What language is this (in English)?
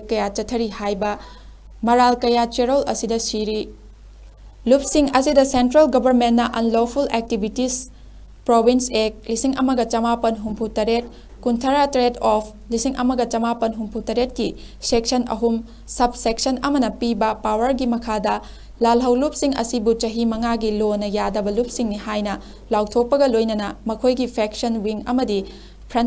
Manipuri